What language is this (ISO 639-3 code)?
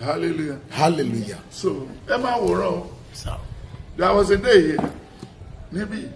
yor